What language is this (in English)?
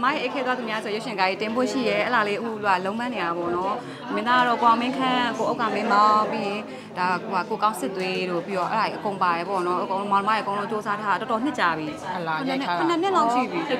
Burmese